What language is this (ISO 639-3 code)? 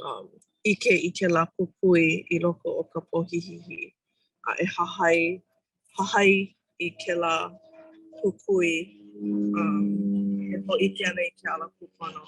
haw